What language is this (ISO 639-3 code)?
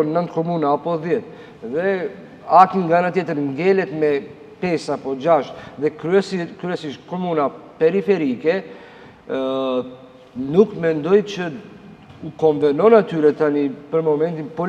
sqi